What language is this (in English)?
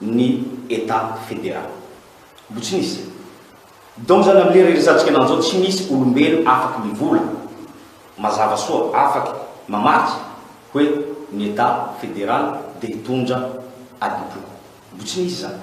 Malagasy